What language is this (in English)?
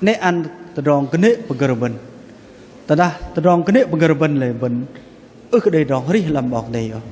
Bahnar